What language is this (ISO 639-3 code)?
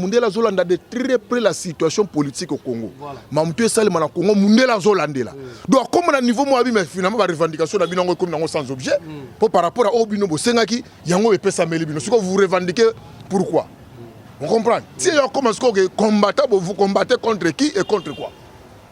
lin